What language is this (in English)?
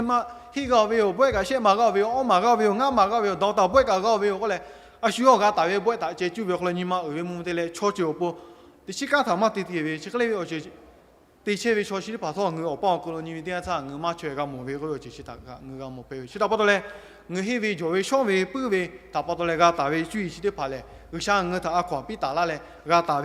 Lahu